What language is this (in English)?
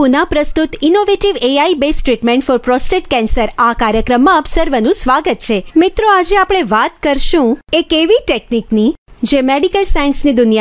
Gujarati